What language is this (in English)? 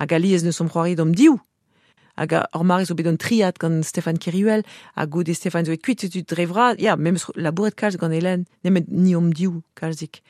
Breton